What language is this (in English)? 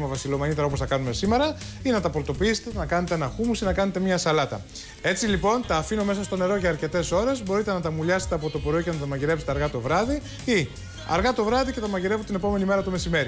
Greek